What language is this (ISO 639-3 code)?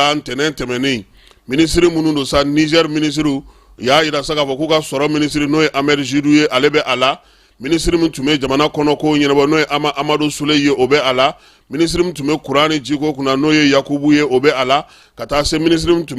bam